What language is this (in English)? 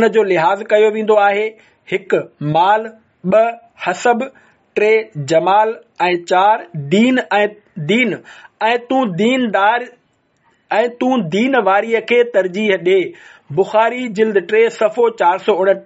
Sindhi